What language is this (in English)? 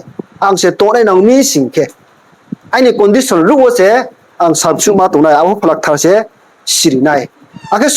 Riang (India)